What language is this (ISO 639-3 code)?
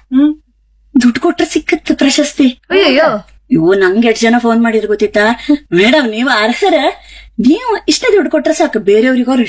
kan